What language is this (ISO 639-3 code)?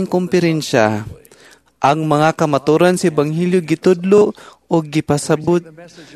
ceb